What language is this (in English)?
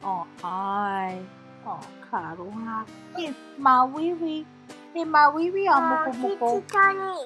Māori